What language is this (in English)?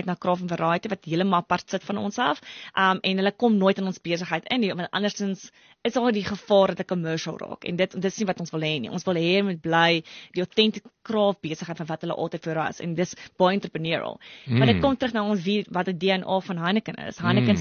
Afrikaans